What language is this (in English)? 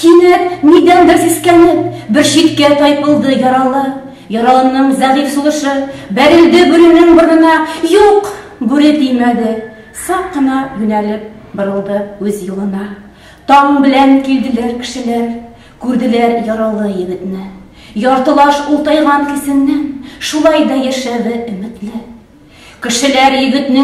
Tatar